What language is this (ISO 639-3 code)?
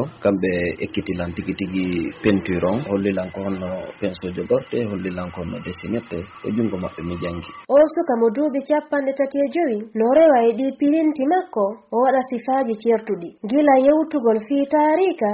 ful